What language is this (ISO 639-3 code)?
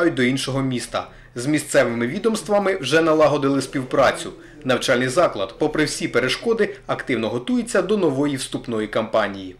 ukr